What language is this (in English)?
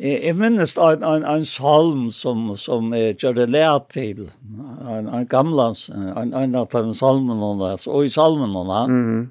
Faroese